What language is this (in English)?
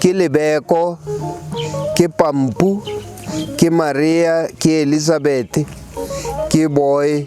Southern Sotho